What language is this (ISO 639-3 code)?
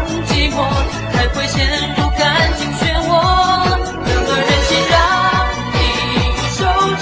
zho